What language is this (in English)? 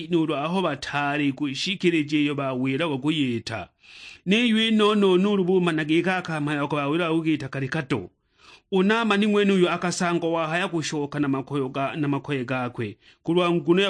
Sukuma